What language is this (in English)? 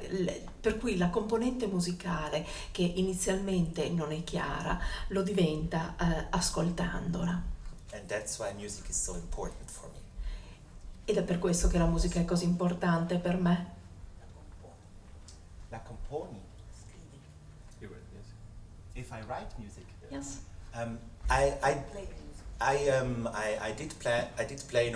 Italian